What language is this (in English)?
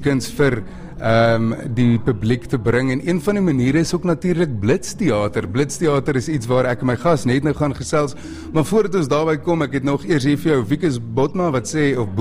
Afrikaans